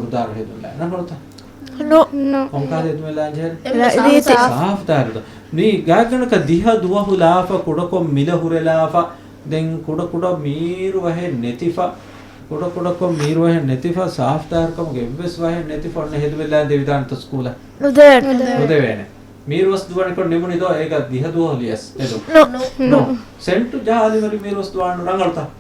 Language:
Divehi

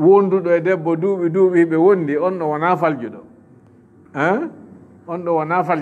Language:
Fula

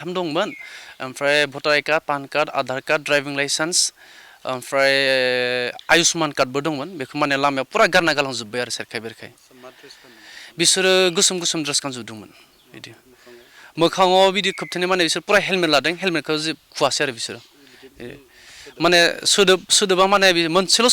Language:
Bodo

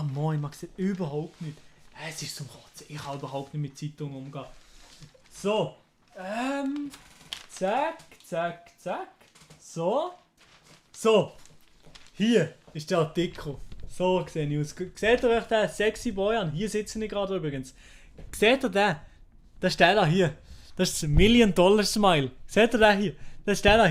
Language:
Swiss German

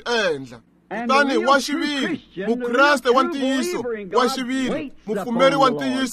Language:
Tsonga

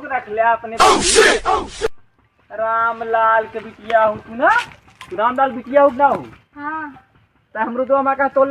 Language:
Awadhi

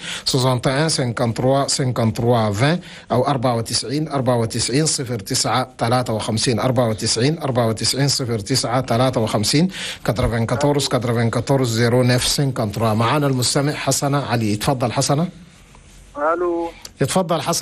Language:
Chadian Arabic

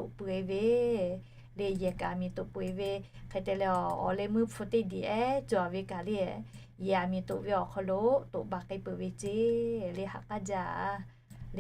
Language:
Lahu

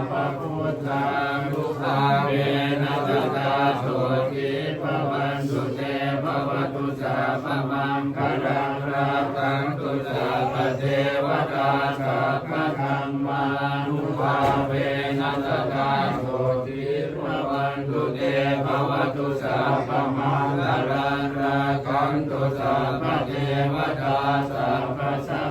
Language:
Pali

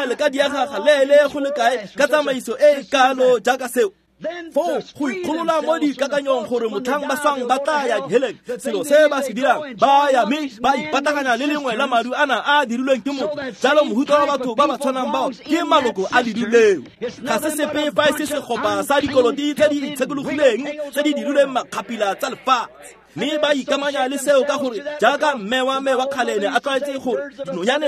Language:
Tswana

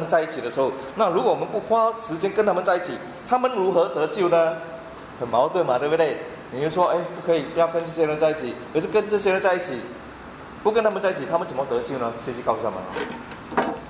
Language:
Chinese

